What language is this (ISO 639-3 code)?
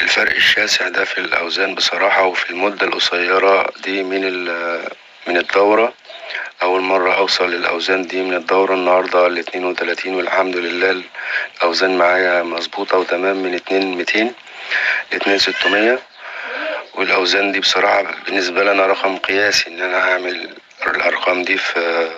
arz